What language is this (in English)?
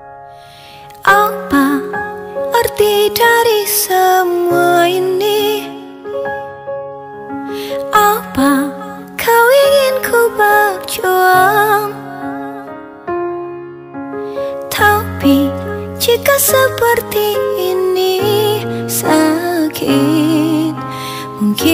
Indonesian